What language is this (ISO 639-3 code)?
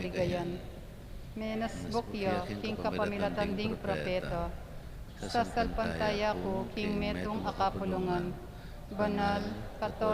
pam